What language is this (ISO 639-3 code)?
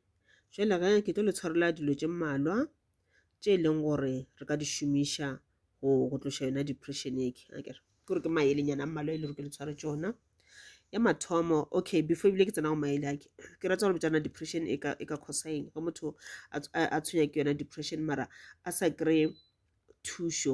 nso